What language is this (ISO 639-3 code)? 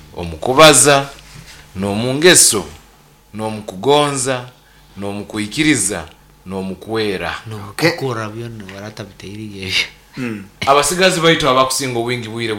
nyo